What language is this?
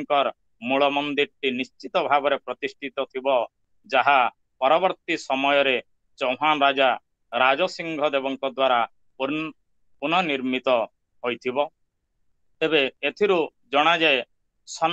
Odia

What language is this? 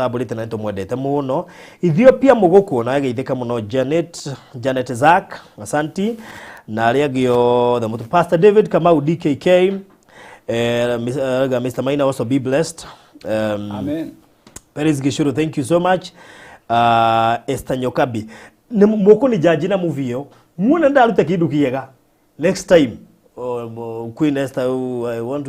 Kikuyu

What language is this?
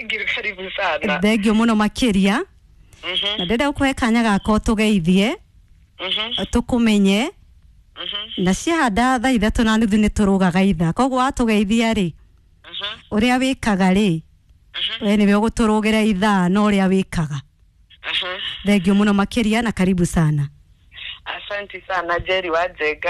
Kikuyu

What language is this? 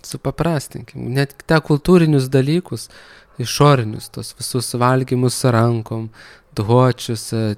Lithuanian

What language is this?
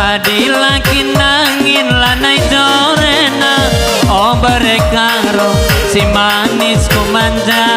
Batak Karo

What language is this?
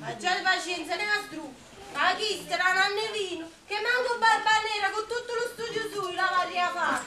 Neapolitan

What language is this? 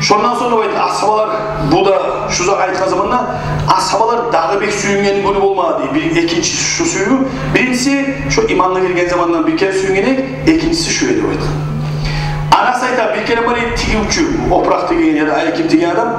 Kumyk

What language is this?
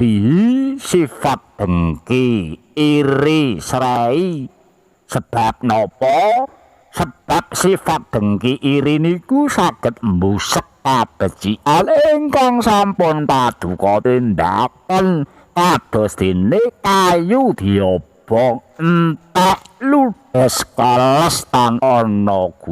Javanese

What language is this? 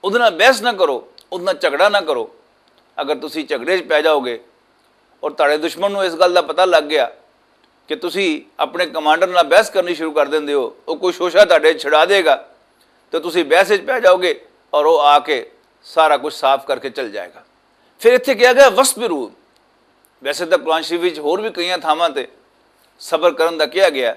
Western Panjabi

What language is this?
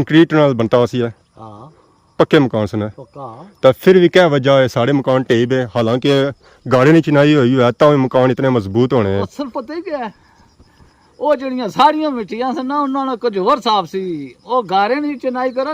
Pahari-Potwari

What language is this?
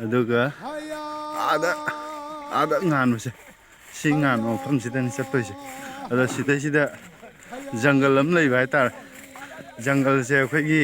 Manipuri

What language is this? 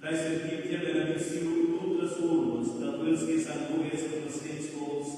Romansh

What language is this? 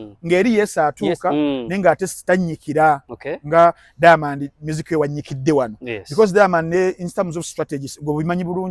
Ganda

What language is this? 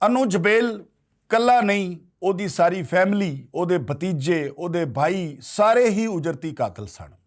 Western Panjabi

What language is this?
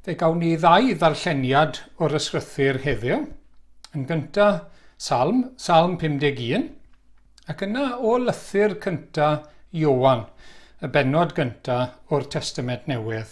Welsh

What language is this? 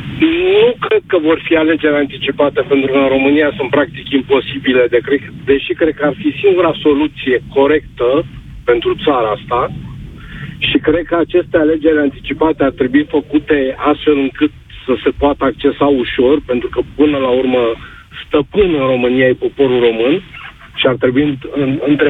Romanian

